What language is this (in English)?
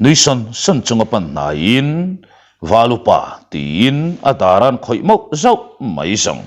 Mizo